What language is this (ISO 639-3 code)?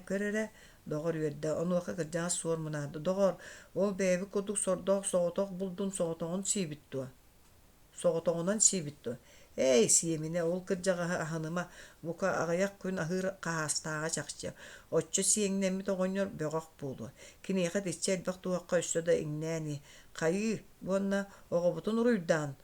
sah